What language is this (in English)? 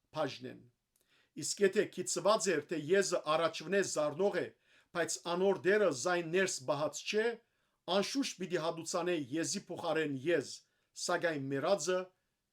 Western Armenian